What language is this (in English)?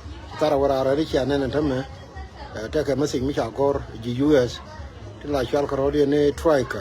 Nuer